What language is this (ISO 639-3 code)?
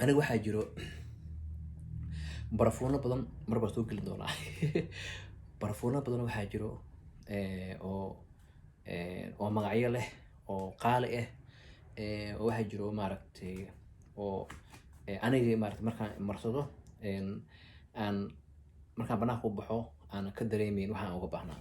som